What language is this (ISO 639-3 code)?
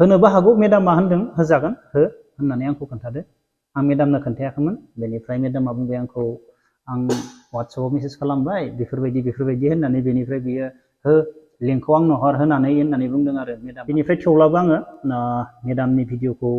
brx